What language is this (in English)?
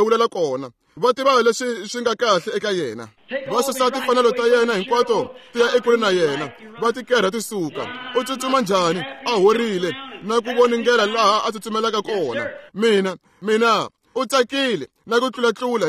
Tsonga